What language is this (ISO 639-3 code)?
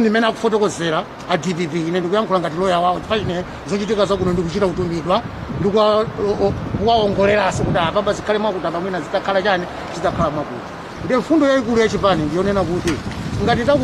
nya